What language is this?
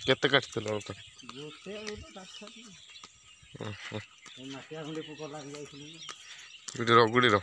Odia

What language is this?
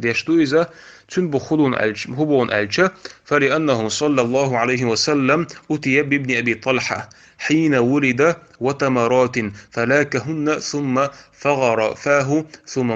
Chechen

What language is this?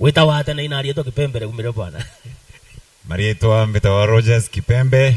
Meru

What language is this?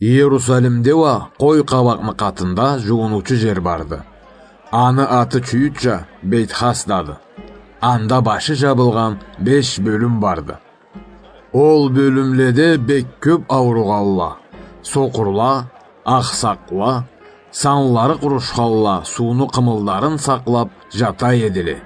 Karachay-Balkar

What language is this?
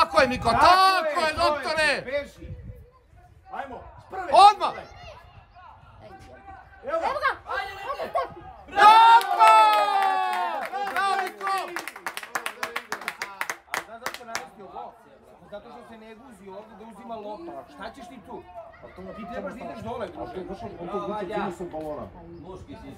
Serbian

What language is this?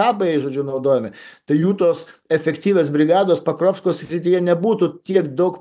Lithuanian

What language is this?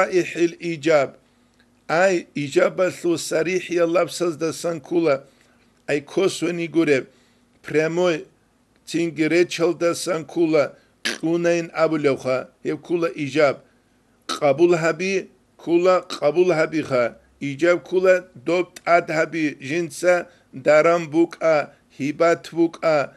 Avaric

